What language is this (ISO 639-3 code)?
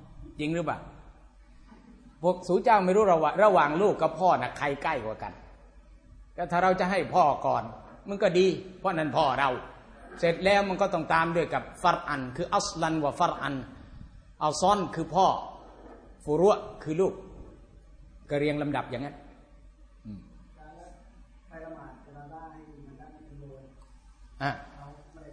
tha